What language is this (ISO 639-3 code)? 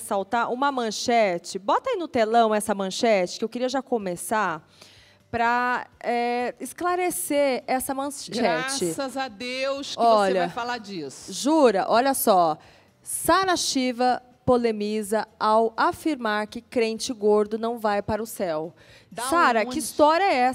por